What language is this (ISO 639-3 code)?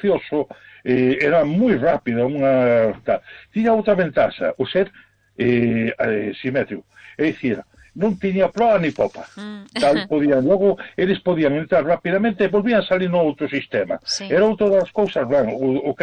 glg